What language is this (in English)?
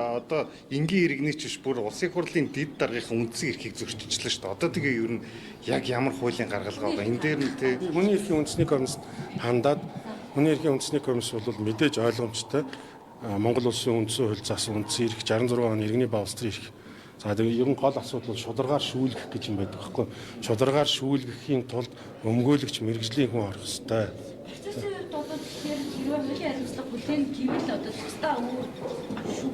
Mongolian